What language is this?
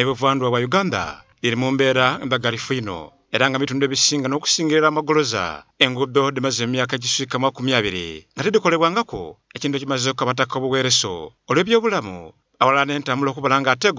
Soga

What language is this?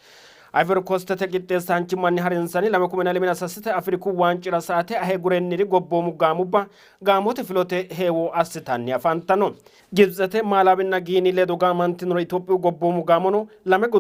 Sidamo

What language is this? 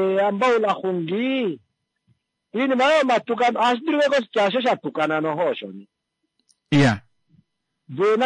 Kuanyama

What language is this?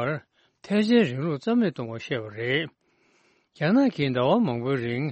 Tibetan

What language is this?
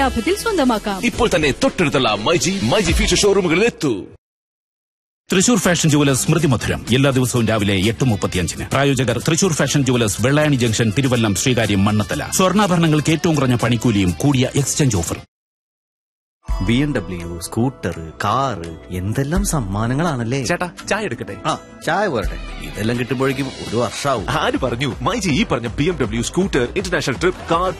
Malayalam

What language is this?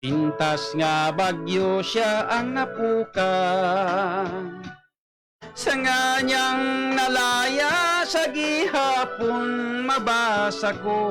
Hiligaynon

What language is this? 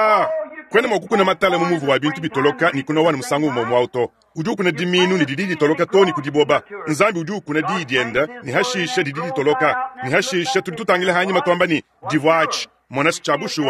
Luba-Lulua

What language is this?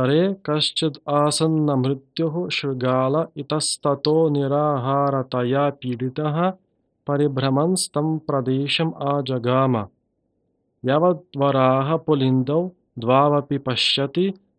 Sanskrit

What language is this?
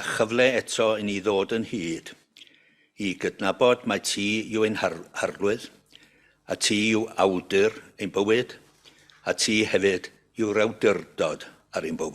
Welsh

